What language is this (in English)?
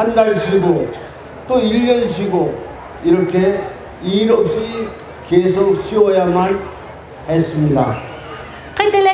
Lahu